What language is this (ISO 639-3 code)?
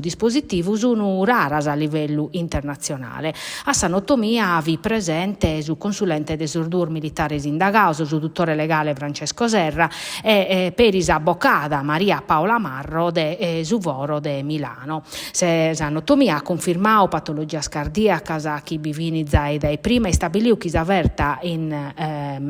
srd